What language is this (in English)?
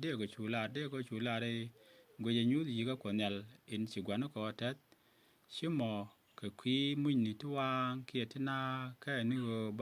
Nuer